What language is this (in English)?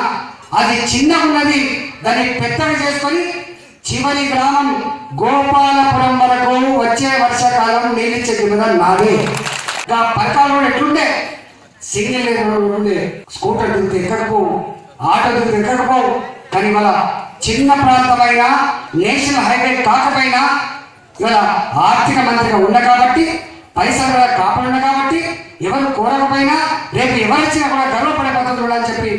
Telugu